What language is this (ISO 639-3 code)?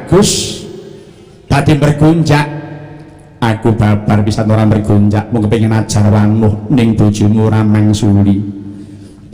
jav